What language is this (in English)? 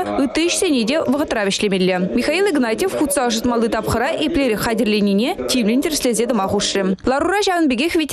Chuvash